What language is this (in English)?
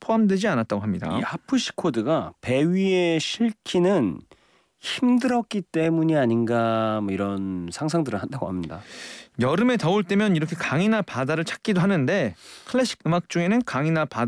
Korean